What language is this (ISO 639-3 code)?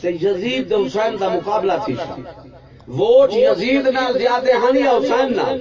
skr